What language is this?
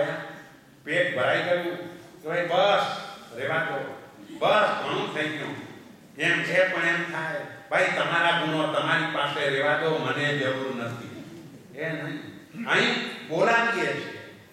Gujarati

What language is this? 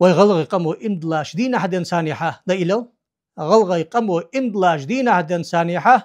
Ingush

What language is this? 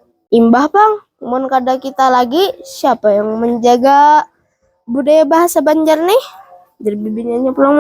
Banjar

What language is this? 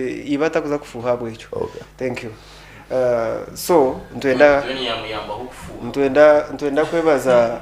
Nyankole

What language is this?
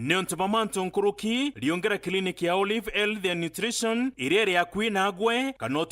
Meru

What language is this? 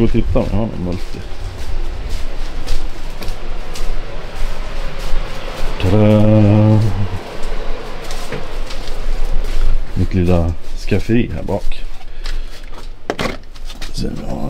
Swedish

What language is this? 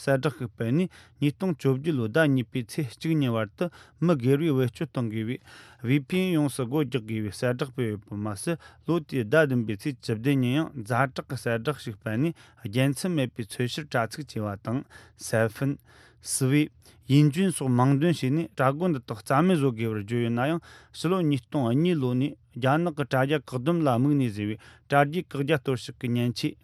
Tibetan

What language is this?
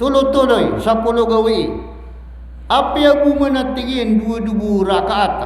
Maranao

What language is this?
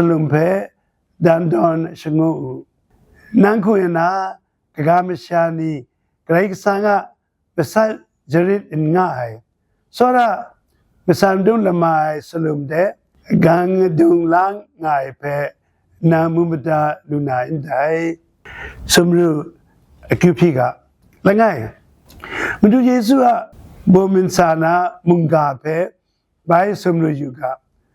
Kachin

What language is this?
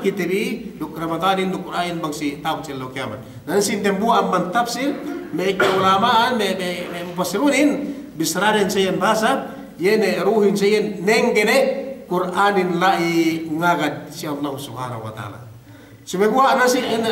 Yakan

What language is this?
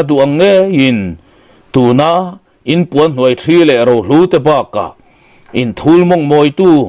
Mizo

